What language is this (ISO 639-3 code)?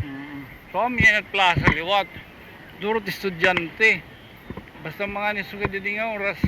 war